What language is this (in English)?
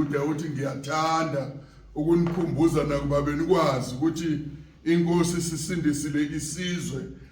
Zulu